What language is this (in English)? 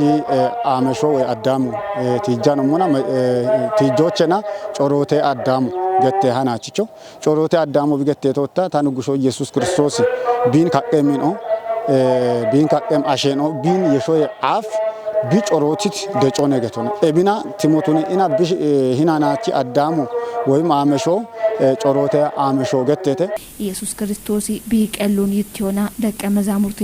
Kafa